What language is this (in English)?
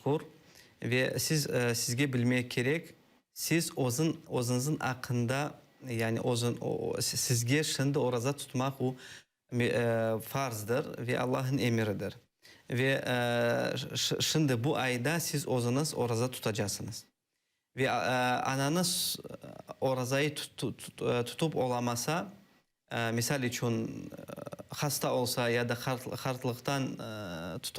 Crimean Tatar